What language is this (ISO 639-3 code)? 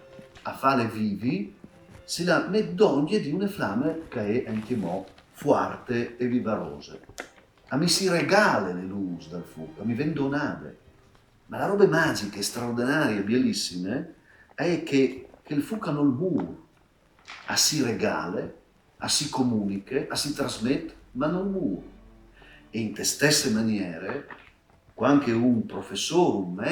fur